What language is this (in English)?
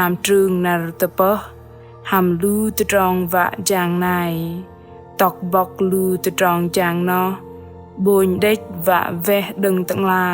Bahnar